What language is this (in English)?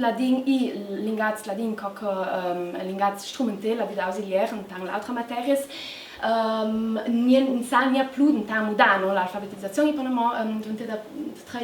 Ladin